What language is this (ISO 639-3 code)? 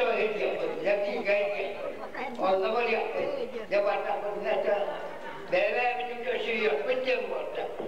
sah